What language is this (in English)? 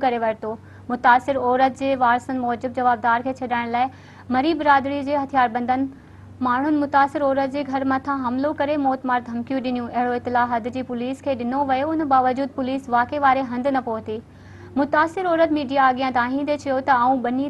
Sindhi